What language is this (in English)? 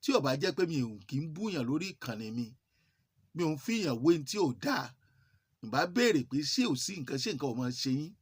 Yoruba